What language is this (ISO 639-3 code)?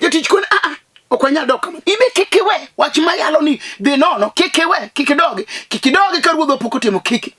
luo